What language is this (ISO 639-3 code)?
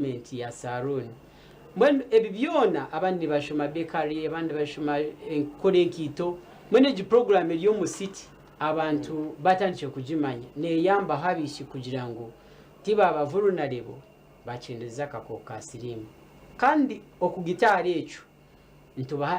nyn